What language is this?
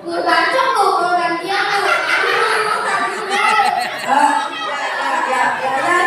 Betawi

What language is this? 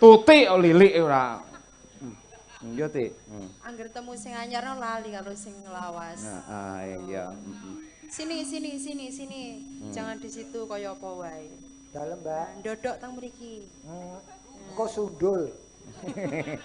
Javanese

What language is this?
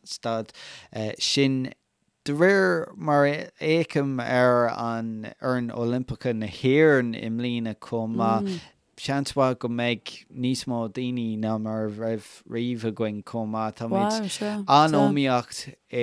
Irish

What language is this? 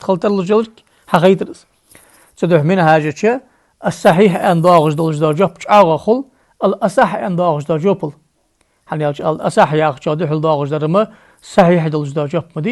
Ingush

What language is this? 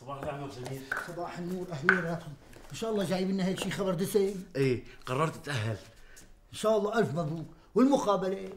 North Levantine Arabic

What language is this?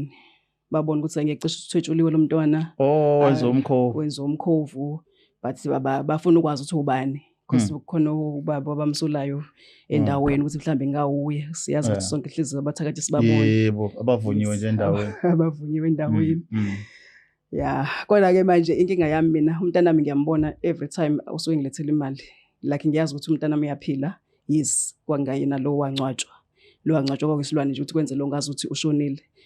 Zulu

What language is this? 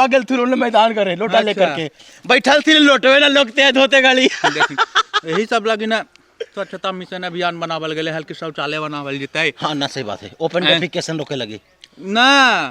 Magahi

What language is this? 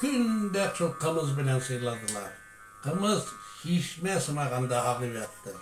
Tatar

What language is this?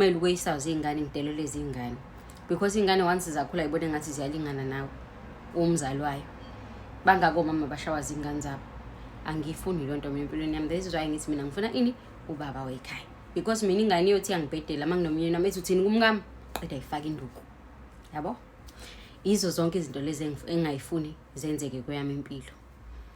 Zulu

